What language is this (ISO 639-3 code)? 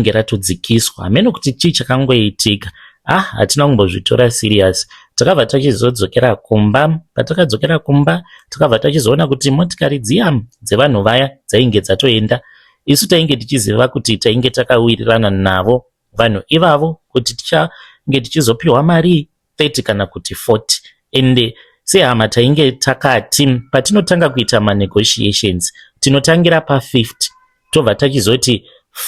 sna